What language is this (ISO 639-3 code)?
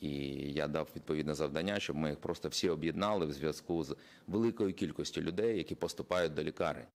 crh